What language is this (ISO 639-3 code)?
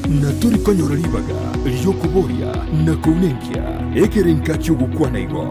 guz